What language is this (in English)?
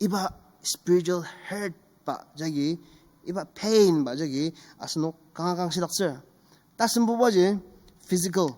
Ao Naga